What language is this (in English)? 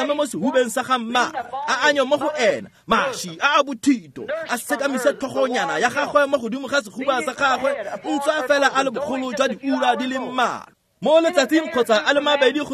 Tswana